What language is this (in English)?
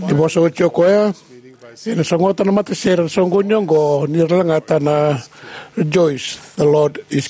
Fijian